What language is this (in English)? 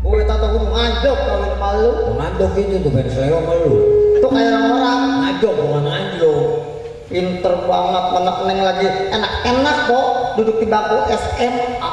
Betawi